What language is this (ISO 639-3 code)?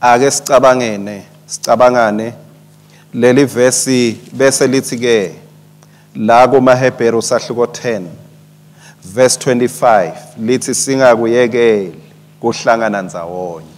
ssw